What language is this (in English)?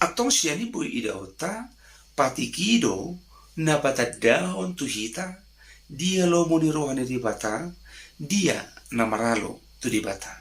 Batak Toba